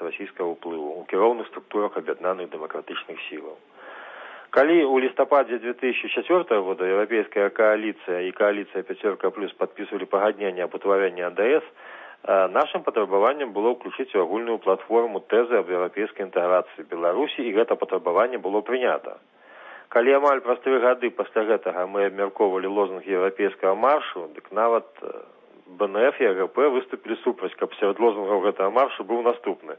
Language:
Belarusian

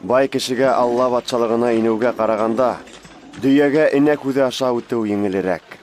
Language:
Bashkir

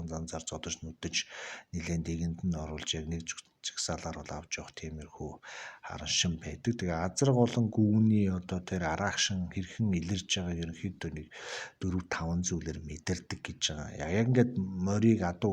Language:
Mongolian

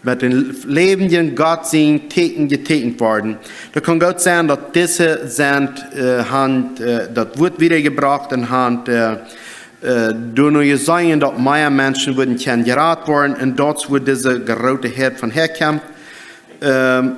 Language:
Plautdietsch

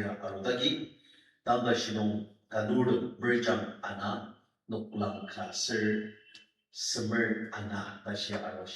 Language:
Ao Naga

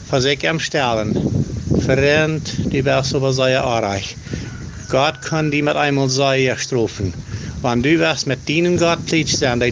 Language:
Plautdietsch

